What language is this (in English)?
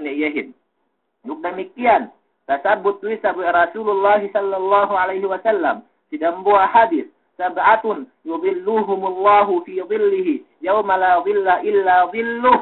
Yakan